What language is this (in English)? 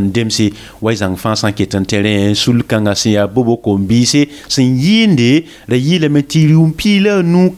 Mossi